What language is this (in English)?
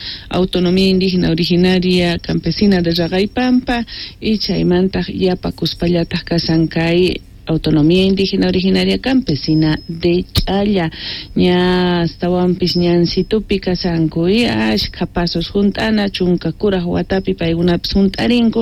South Bolivian Quechua